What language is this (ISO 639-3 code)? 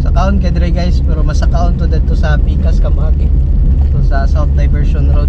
ceb